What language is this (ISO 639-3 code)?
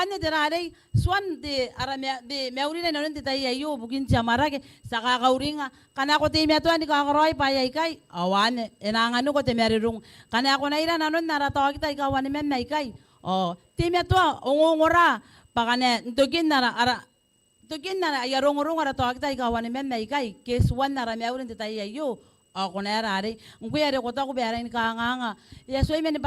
gil